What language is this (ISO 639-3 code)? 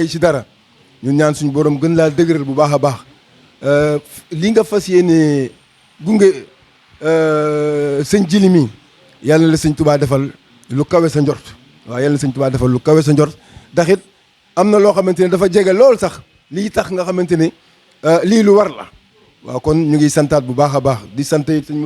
wol